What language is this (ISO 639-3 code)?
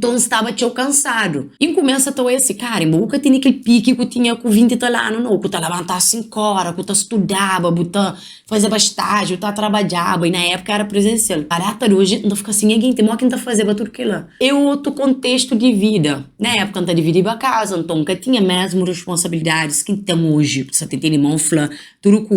kea